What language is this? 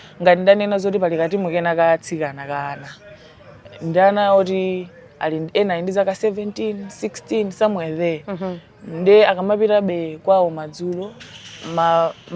Nyanja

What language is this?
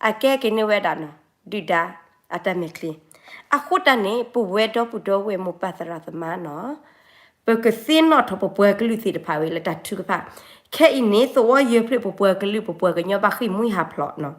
S'gaw Karen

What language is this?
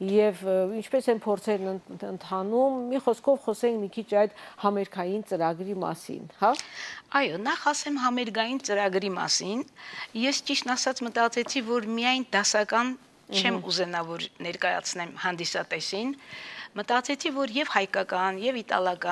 Armenian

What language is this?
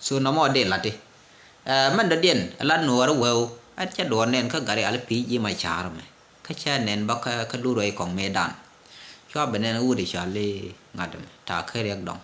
Nuer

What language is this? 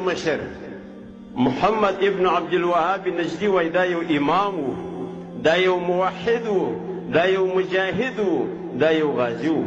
Pashto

